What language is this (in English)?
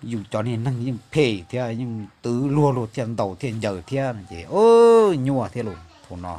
Hmong